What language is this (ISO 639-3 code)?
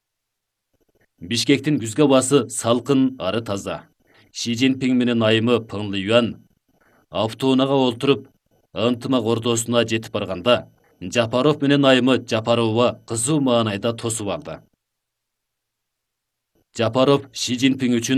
kir